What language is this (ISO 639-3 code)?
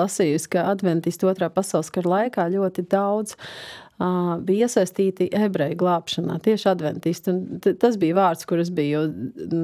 lav